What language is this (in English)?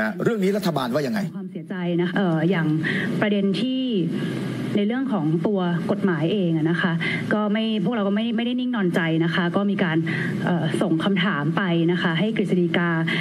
Thai